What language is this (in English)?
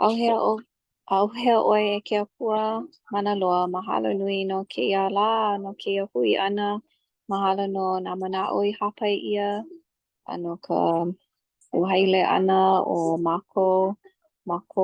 Hawaiian